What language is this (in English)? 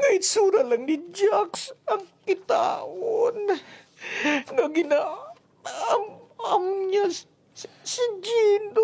Hiligaynon